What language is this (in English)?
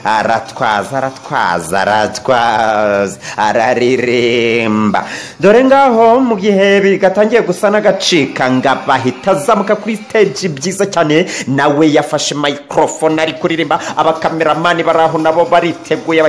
Kinyarwanda